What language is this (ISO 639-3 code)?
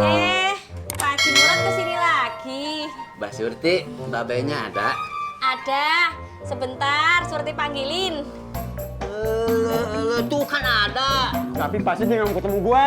bew